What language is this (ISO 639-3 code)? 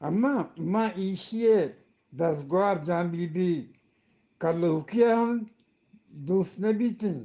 bgp